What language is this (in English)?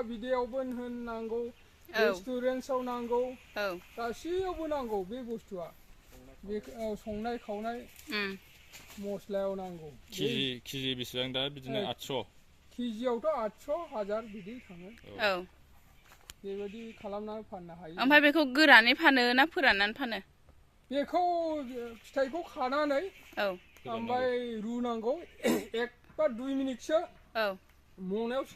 Bodo